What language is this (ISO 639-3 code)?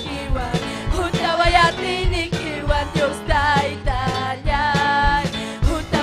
quy